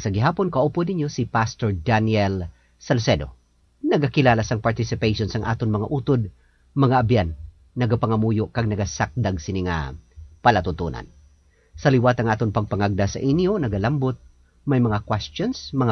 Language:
Hiligaynon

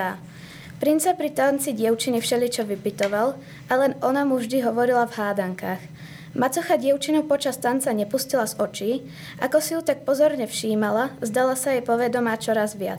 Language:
Slovak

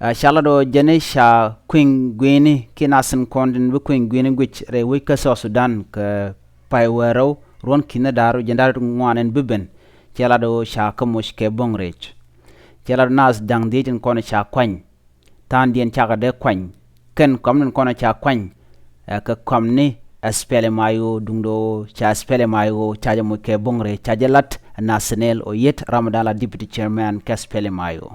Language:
Nuer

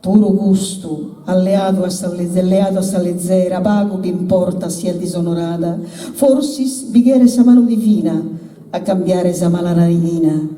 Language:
Sardinian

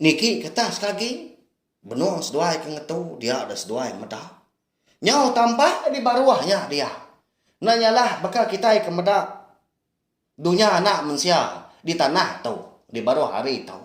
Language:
Iban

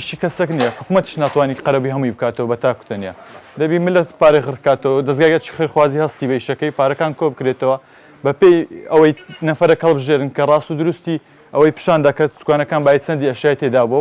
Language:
Central Kurdish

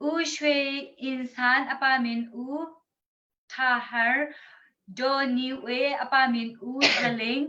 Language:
Hakha Chin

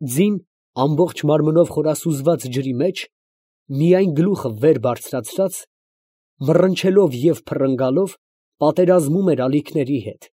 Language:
Armenian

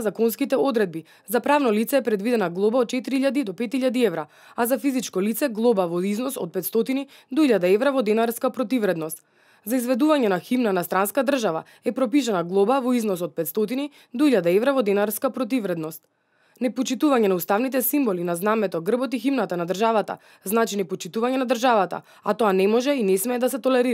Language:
Macedonian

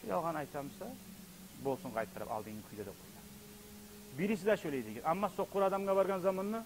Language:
Kumyk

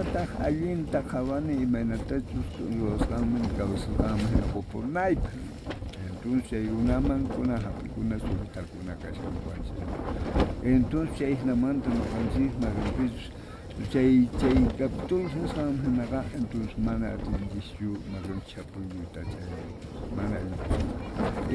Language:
South Bolivian Quechua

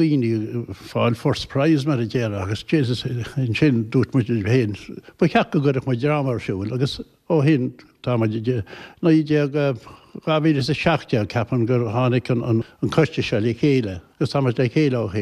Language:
Irish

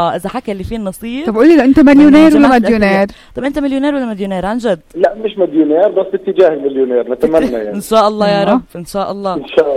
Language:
North Levantine Arabic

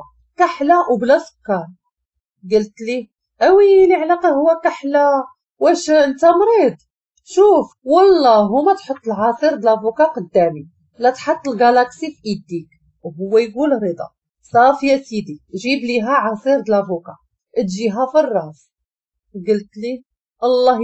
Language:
Moroccan Arabic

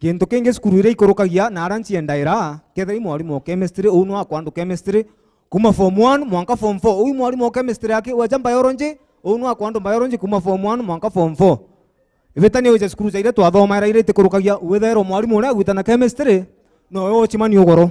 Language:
Meru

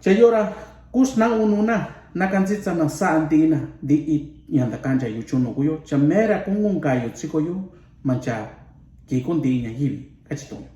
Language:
Mixtepec Mixtec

